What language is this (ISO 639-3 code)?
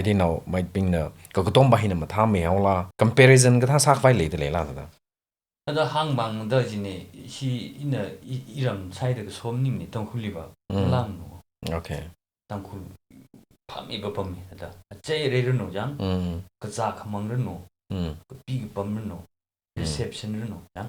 nmf